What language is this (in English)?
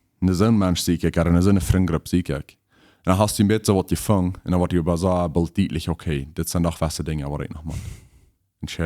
Plautdietsch